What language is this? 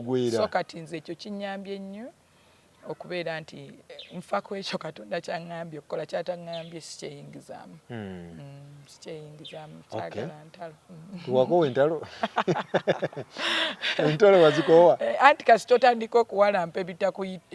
Ganda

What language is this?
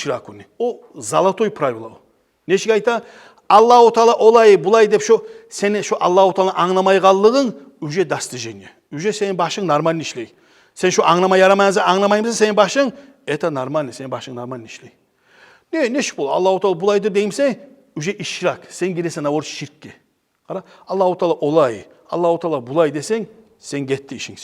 Kumyk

